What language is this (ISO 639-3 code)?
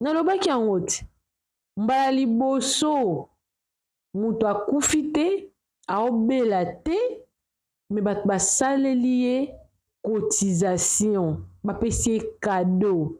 lin